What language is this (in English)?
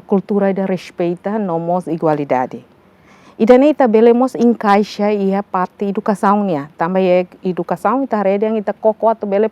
Tetum